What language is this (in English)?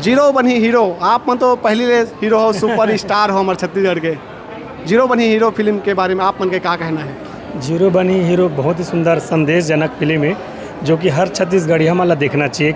Chhattisgarhi